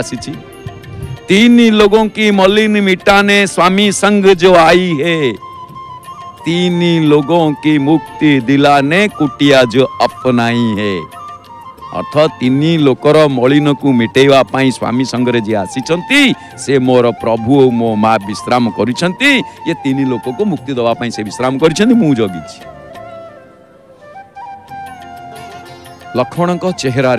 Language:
Odia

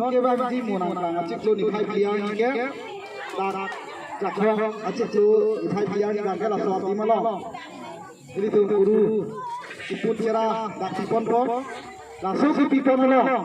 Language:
Karbi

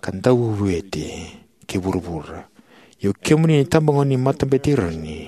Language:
Fijian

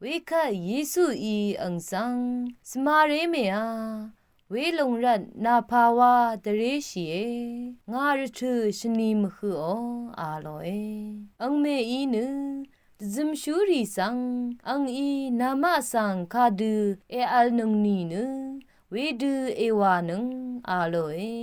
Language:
Rawang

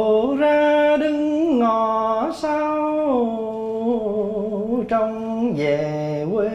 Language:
Vietnamese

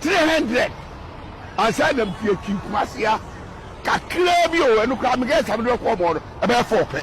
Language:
Akan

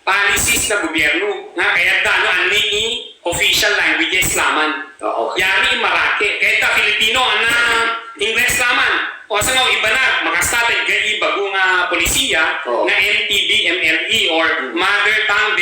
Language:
Ibanag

